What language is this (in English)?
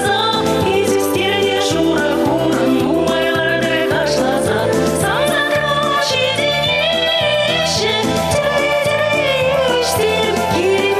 Chuvash